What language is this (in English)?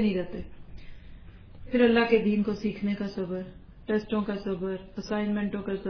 Urdu